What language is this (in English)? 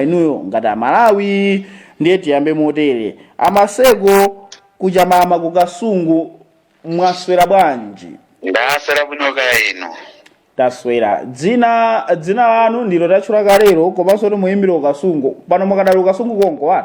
Nyanja